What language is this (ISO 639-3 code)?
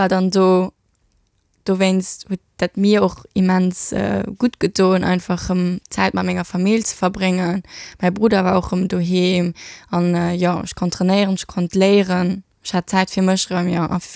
ltz